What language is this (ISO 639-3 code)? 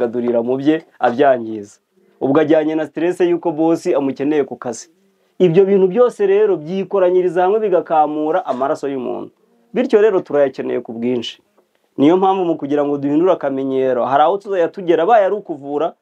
kin